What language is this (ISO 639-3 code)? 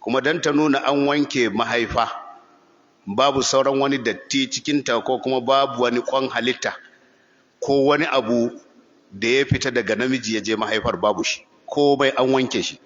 hau